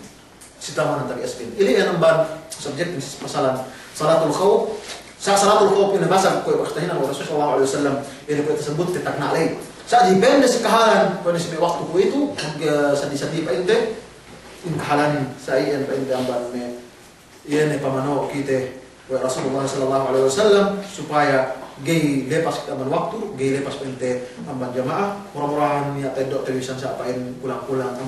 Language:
Yakan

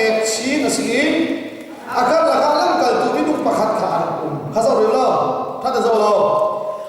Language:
Hakha Chin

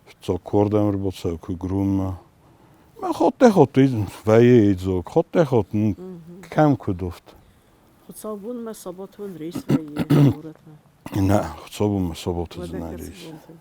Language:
Ossetic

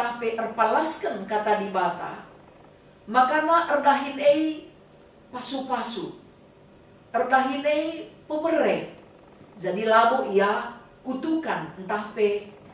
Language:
Batak Karo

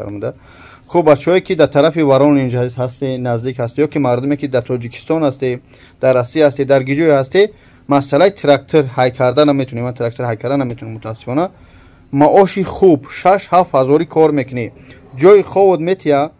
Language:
Tajik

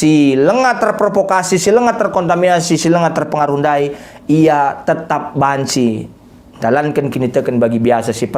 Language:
Batak Karo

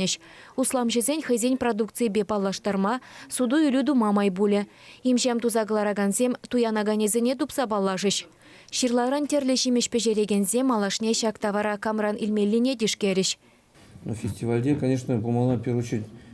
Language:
Chuvash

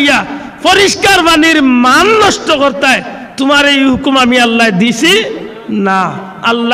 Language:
Sylheti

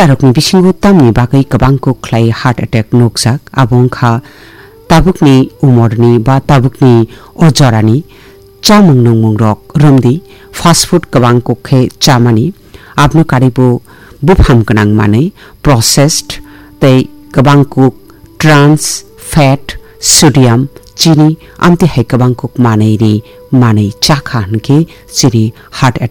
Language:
Kok Borok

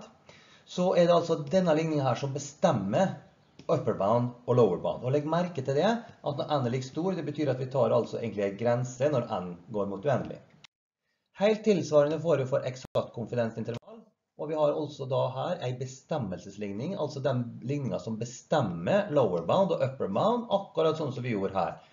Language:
Norwegian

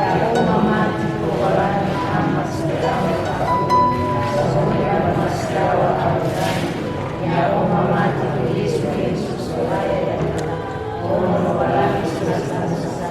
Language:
Nias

